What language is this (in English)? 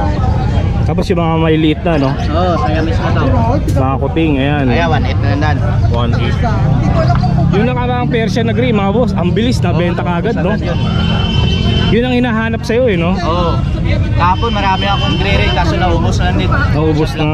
Filipino